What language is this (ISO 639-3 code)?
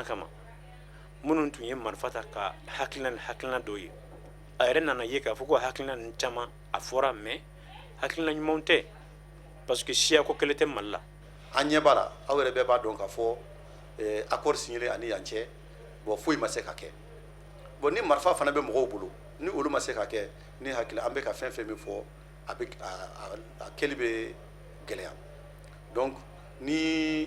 bam